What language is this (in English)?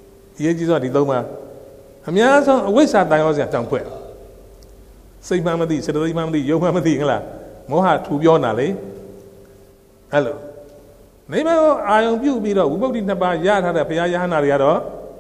Burmese